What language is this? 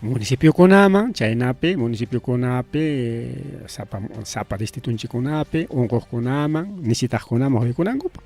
Ayacucho Quechua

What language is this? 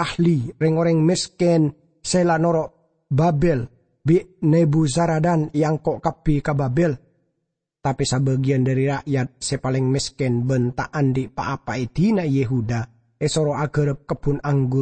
Madurese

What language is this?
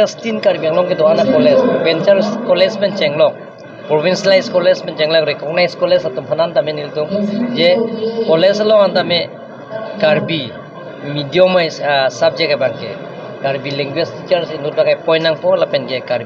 Karbi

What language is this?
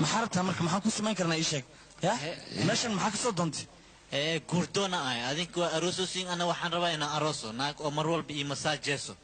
Somali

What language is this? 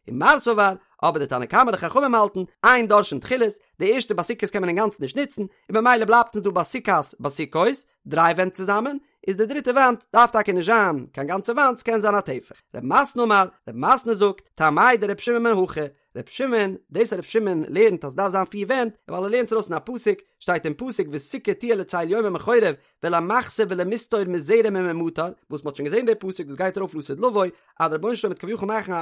Yiddish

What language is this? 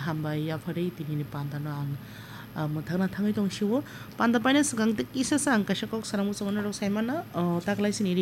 Kok Borok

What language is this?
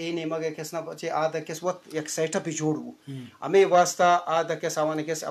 Eastern Balochi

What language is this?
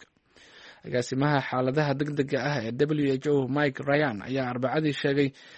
Somali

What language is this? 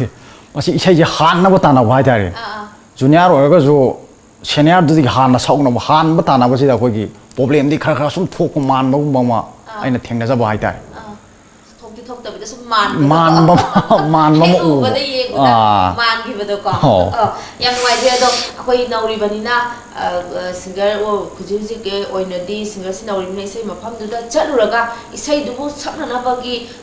Manipuri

